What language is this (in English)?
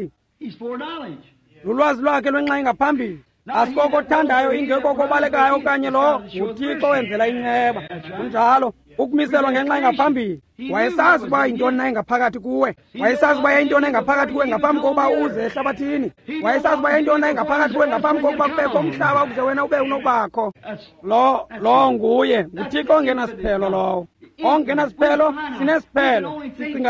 Xhosa